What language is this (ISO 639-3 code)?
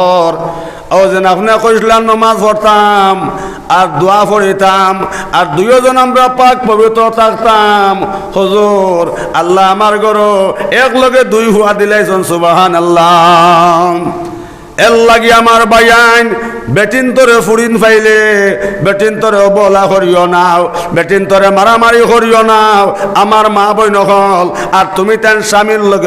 syl